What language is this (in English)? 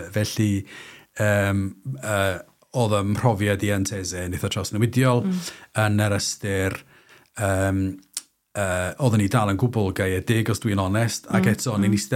Welsh